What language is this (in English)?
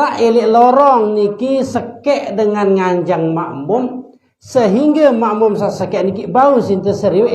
Sasak